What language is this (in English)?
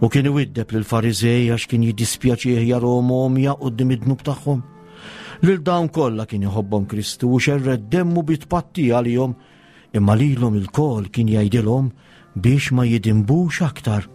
Maltese